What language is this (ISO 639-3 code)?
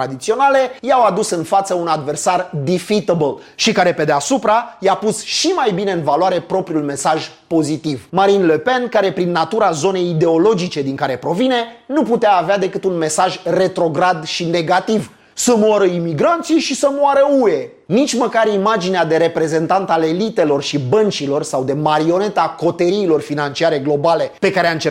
ron